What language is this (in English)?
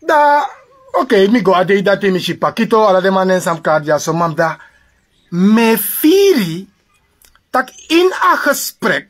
Sranan Tongo